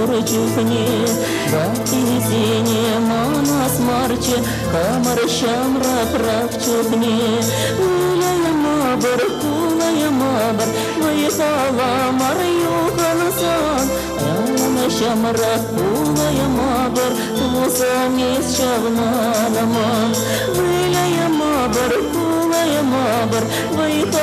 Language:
Chuvash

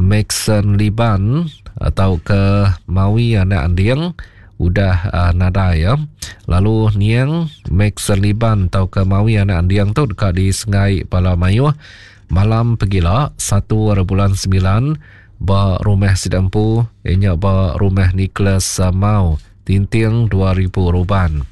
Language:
Iban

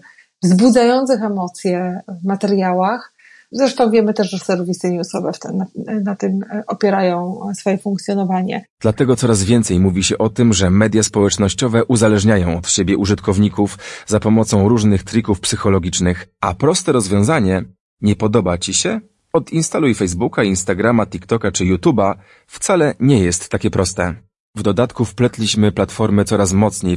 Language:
Polish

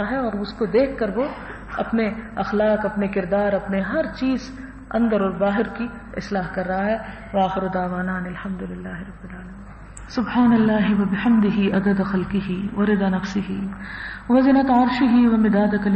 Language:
Urdu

